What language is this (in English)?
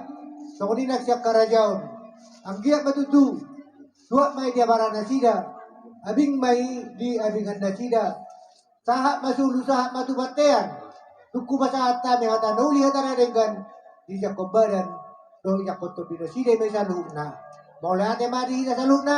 Batak Toba